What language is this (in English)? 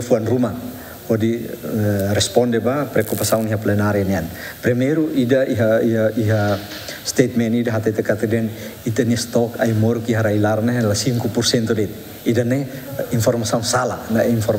Tetum